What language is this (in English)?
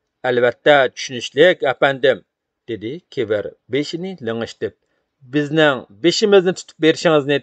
Uyghur